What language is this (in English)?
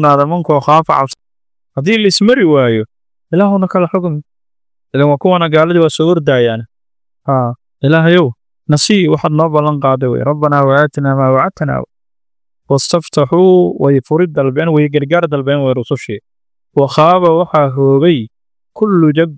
Somali